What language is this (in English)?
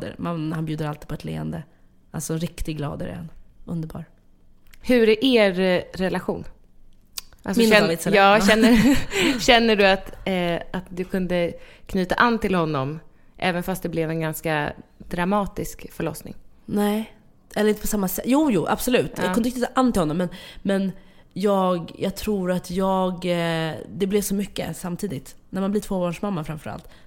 Swedish